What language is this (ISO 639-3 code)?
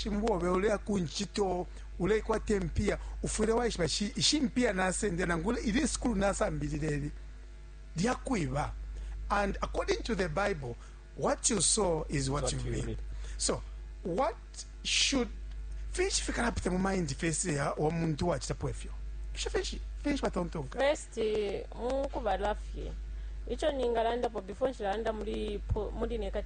bem